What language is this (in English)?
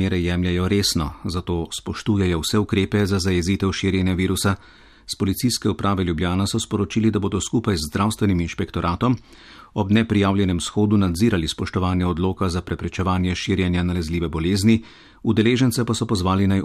Slovenian